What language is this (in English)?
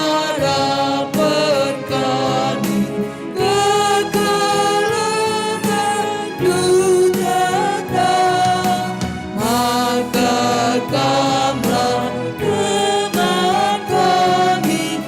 Batak Karo